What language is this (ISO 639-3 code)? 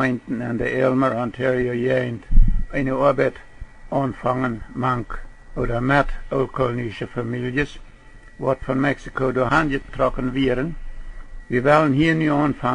pdt